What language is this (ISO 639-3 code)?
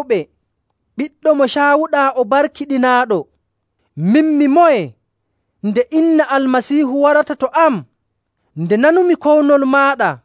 fuv